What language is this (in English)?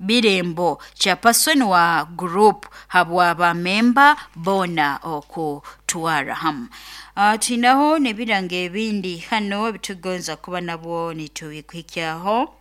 Nyoro